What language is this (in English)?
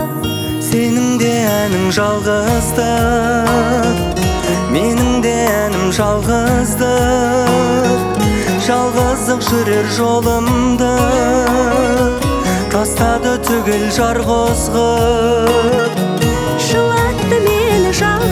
Kazakh